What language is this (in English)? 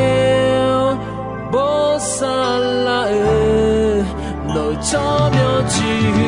Akha